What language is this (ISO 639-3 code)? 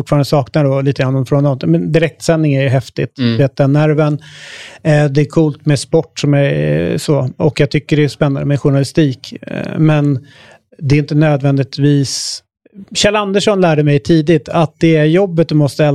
swe